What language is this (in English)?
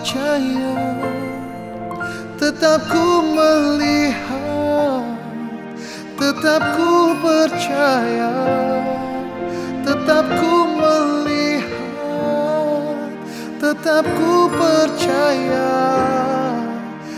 Indonesian